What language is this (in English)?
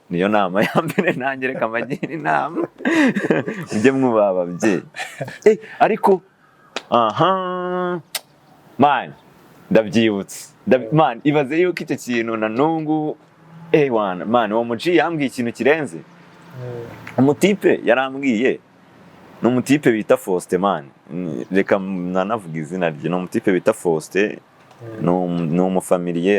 Kinyarwanda